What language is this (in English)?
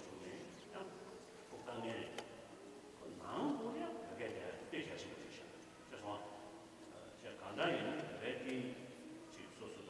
Tibetan